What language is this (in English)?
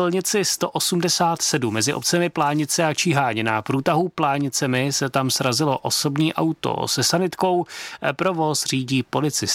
Czech